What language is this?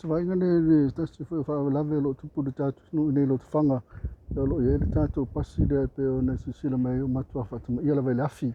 Samoan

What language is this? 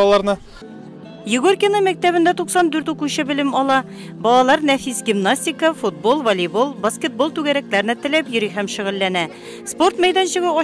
Tatar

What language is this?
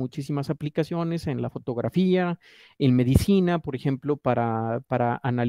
Spanish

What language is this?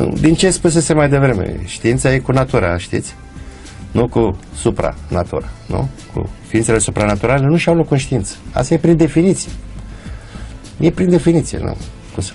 Romanian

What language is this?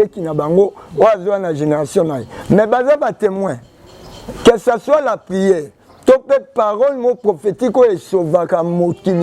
Lingala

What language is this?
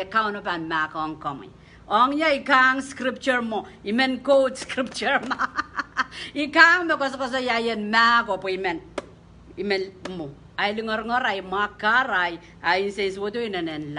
Pohnpeian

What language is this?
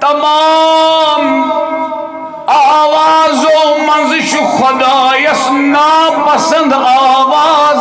Kashmiri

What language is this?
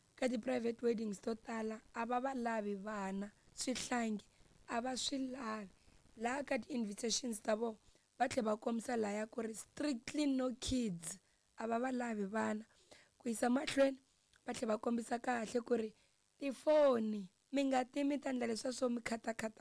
Tsonga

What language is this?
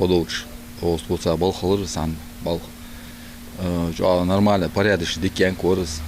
Ingush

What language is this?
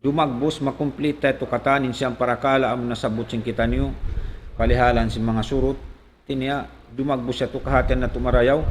Tausug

